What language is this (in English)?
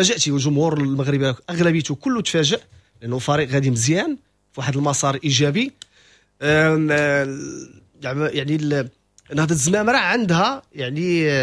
Moroccan Arabic